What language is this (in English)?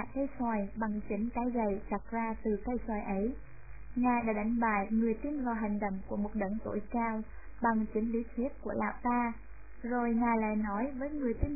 Vietnamese